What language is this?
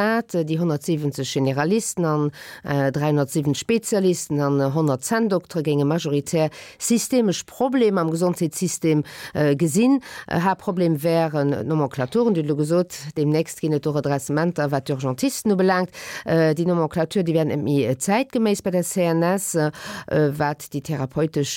Luxembourgish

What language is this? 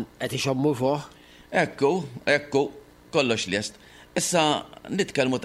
Maltese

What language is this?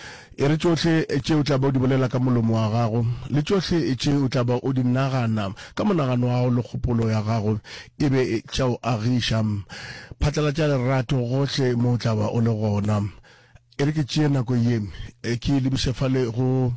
Northern Sotho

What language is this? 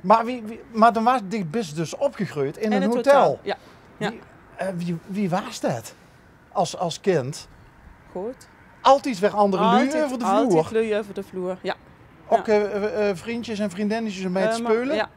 Limburgish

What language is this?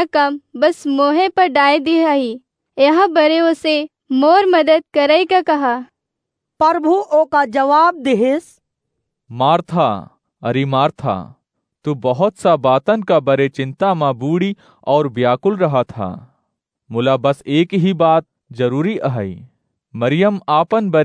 Awadhi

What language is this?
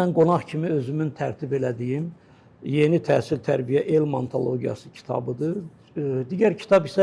Azerbaijani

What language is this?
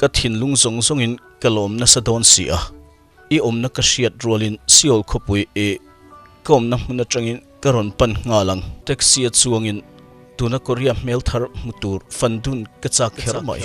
Mizo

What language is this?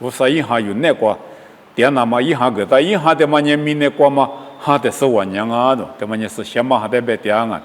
Lisu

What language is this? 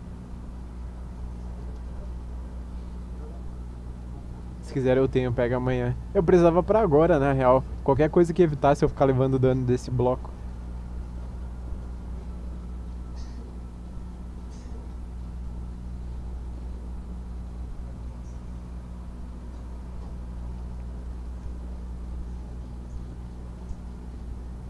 Portuguese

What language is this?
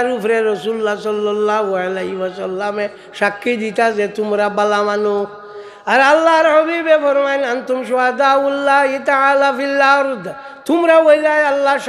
Sylheti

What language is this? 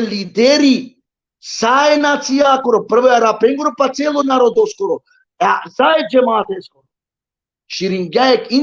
Balkan Romani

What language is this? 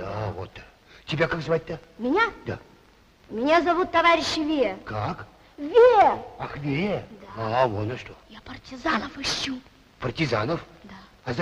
Russian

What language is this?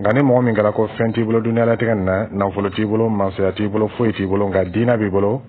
Dyula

